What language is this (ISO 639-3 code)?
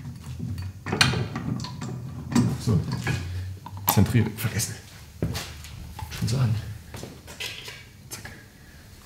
deu